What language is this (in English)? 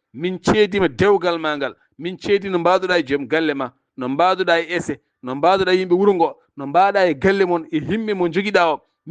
Fula